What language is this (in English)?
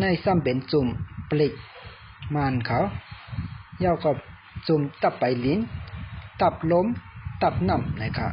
Shan